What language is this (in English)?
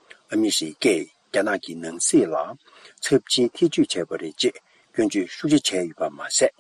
Tibetan